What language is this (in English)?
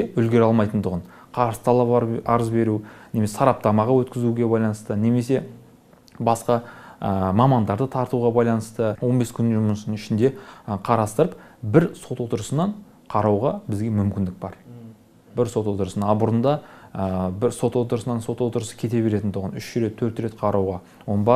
Kazakh